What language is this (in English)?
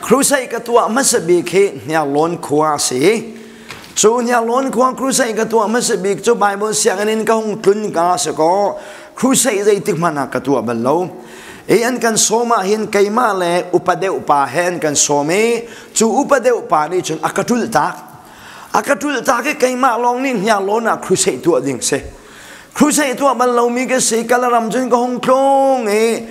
Hakha Chin